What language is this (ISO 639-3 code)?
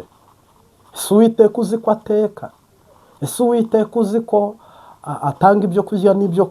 kin